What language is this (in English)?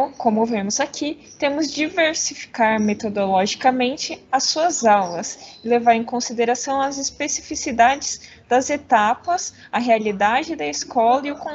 Portuguese